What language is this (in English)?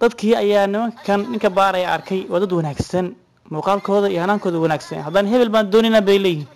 Somali